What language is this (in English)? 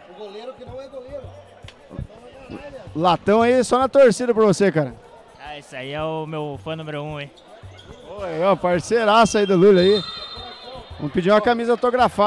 Portuguese